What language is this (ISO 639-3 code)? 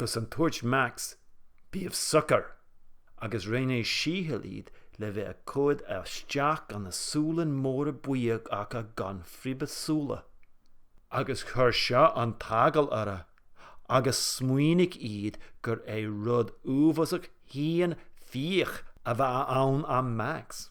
gla